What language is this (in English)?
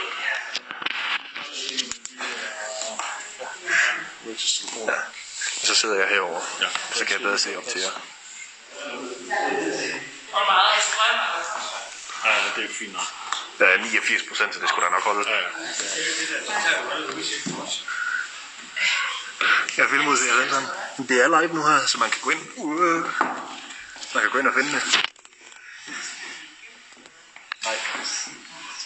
Danish